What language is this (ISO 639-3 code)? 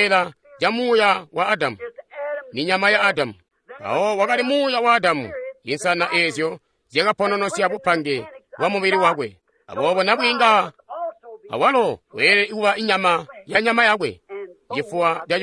toi